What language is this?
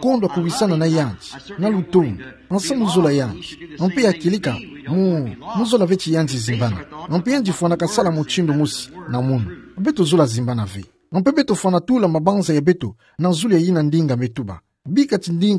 Kituba (Democratic Republic of Congo)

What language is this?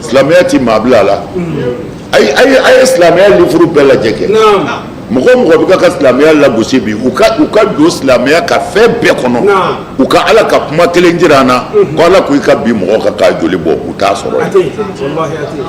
Bambara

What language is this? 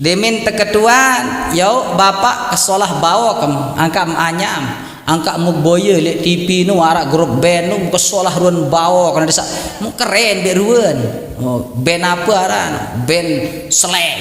Sasak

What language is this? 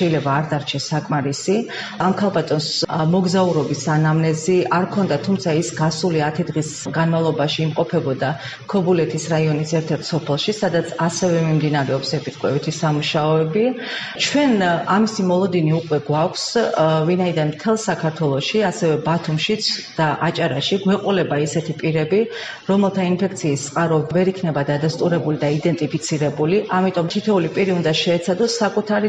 Georgian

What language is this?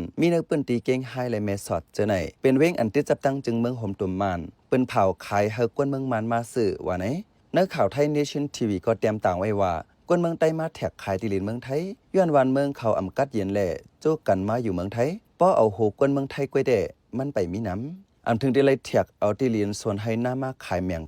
Shan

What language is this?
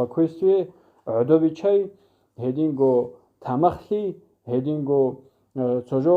Avaric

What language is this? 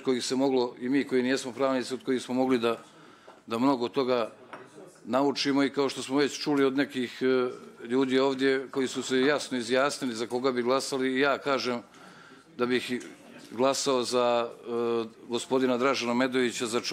Bosnian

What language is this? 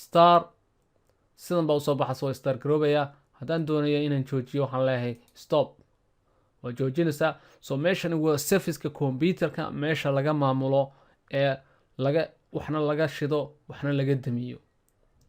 Somali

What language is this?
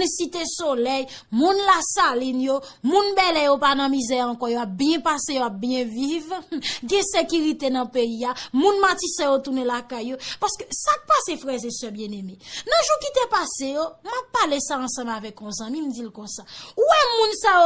Haitian Creole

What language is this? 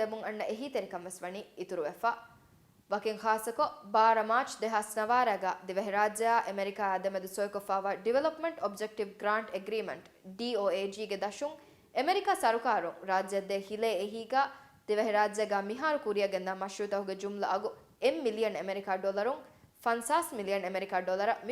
Divehi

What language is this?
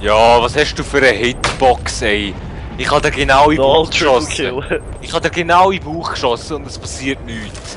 Swiss German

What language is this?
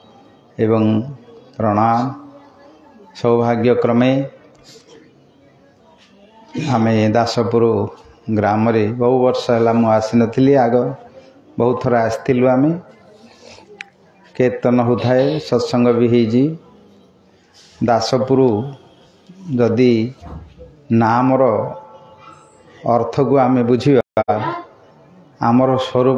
Odia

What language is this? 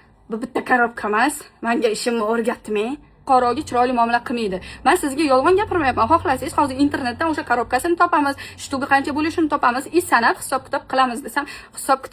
Uzbek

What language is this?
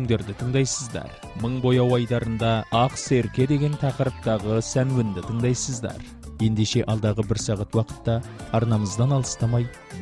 Kazakh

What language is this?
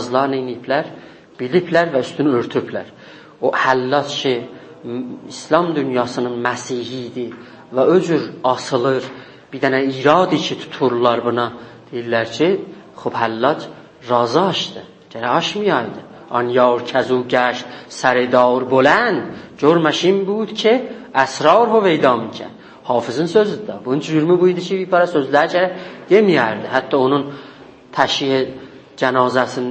South Azerbaijani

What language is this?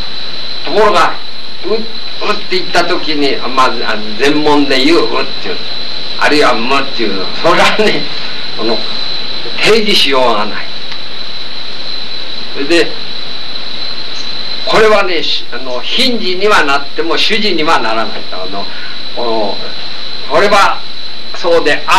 Japanese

